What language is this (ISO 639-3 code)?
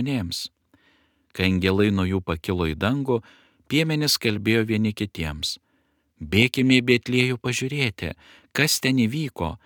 lit